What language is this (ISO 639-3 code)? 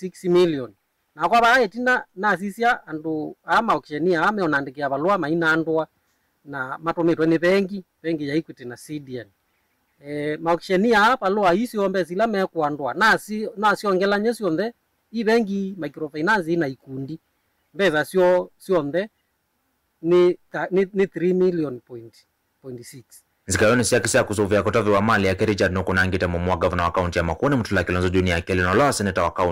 kam